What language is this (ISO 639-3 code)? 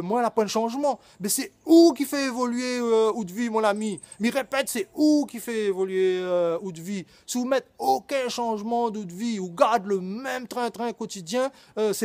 rcf